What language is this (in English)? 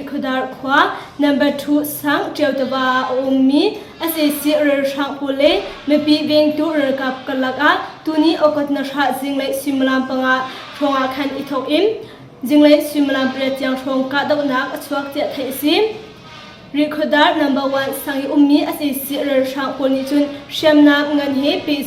Hakha Chin